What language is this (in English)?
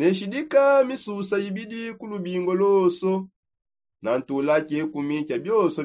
Songe